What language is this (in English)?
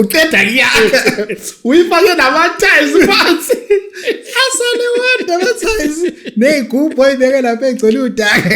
Zulu